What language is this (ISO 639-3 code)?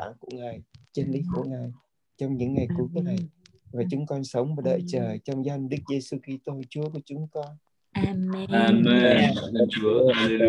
vie